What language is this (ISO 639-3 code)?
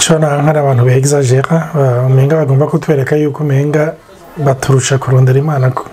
run